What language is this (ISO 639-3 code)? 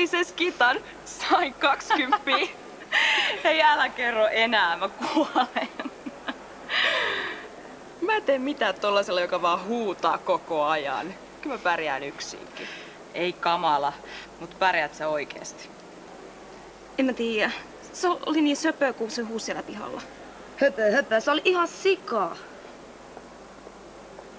fin